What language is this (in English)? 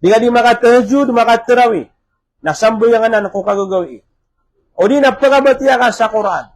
Maranao